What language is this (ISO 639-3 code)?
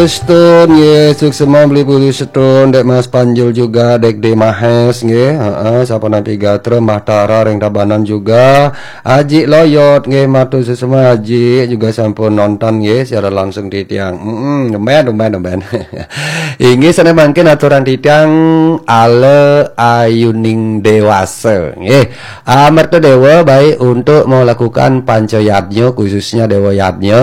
ban